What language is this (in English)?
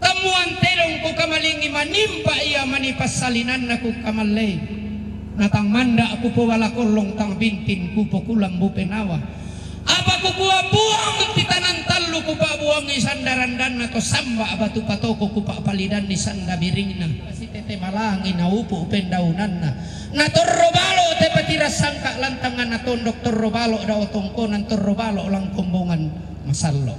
Toraja-Sa'dan